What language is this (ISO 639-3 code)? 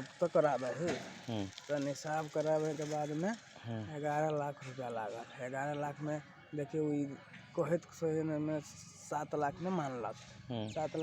mag